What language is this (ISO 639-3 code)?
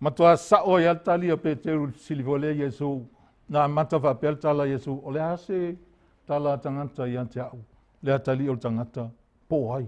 smo